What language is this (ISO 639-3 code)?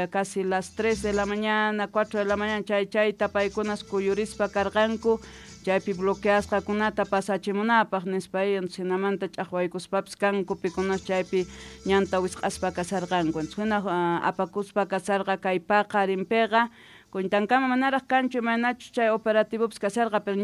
que